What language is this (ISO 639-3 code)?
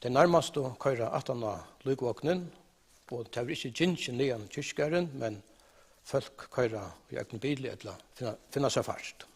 fao